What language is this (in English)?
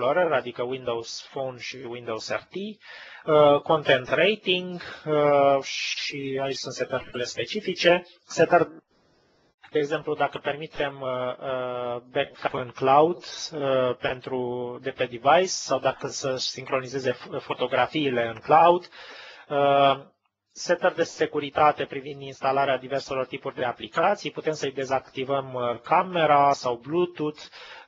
Romanian